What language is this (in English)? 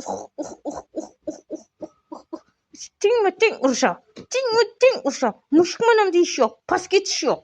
Uzbek